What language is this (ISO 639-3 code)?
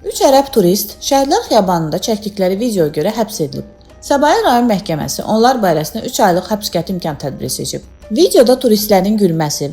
aze